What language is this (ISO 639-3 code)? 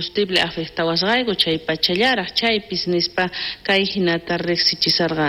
quh